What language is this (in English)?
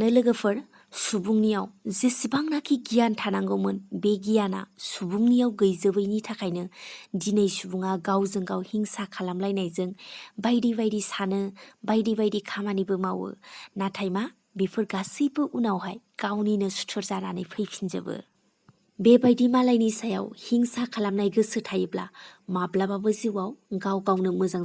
Bodo